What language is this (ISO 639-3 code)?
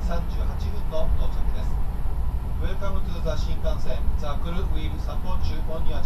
jpn